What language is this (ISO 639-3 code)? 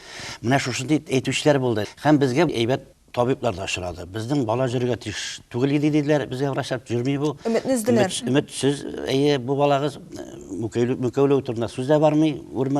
tat